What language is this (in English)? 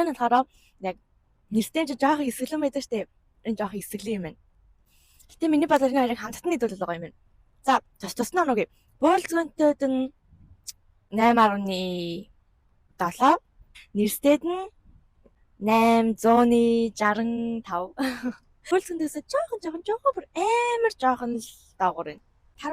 Mongolian